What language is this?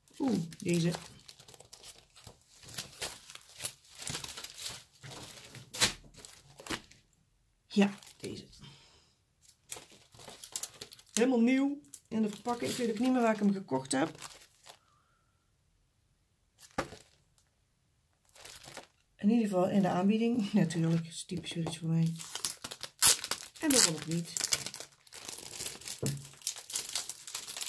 Dutch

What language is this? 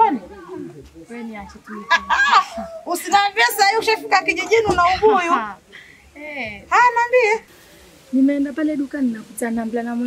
Swahili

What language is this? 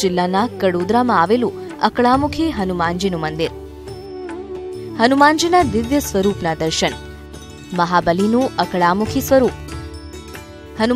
Gujarati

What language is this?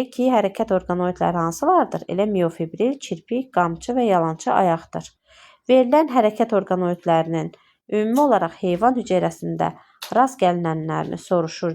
Azerbaijani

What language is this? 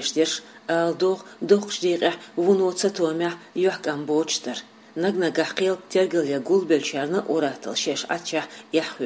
Chechen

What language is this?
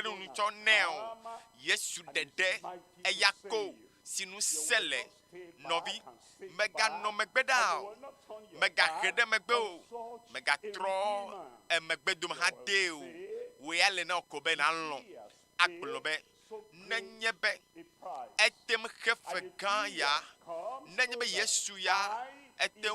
Ewe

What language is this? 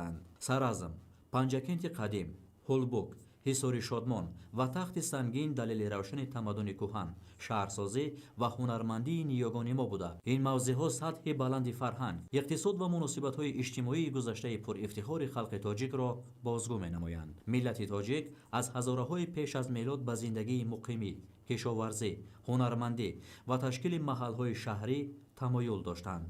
Tajik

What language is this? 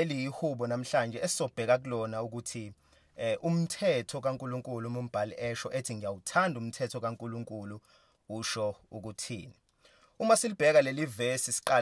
Zulu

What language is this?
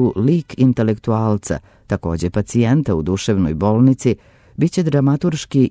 Serbian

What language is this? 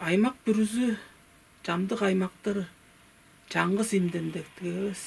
Tuvinian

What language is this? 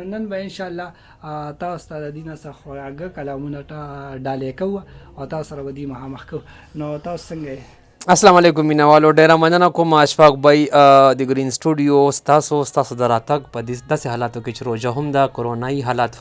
Pashto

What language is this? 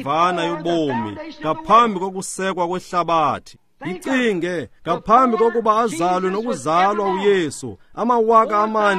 Xhosa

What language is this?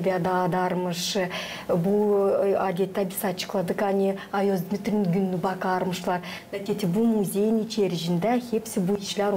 Gagauz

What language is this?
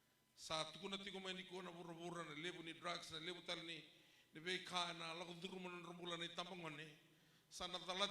Fijian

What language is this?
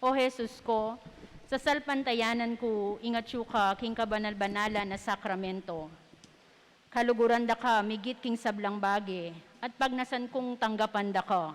Pampanga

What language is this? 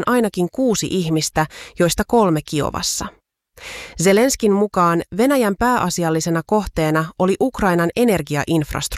Finnish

